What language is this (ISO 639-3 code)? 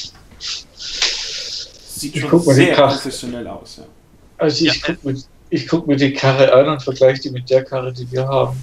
deu